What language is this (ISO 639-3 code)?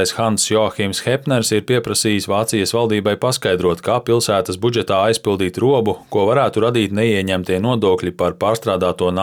lav